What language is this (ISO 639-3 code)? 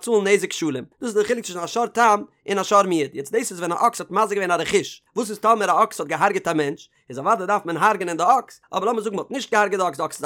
yid